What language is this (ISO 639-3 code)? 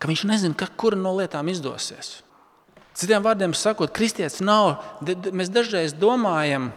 lav